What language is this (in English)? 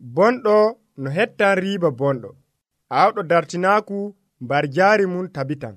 Nigerian Fulfulde